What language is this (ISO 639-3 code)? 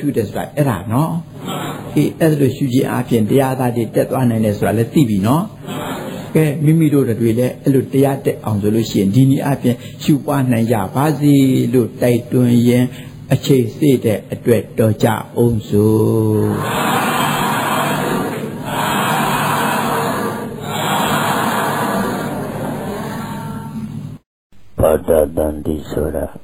mya